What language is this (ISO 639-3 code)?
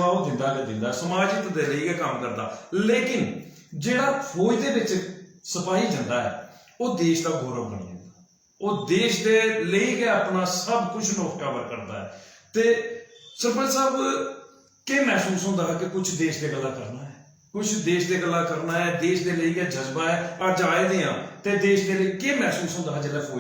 doi